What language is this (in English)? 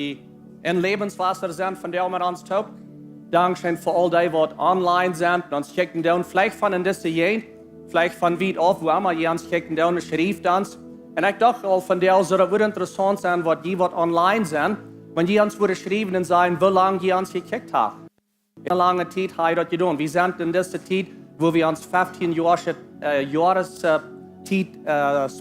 Plautdietsch